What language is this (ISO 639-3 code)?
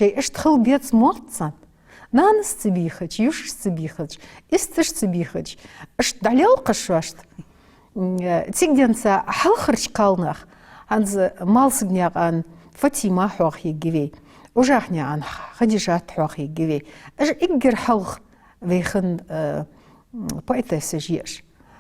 inh